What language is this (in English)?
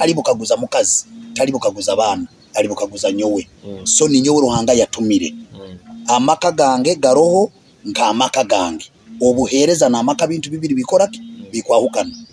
Nyoro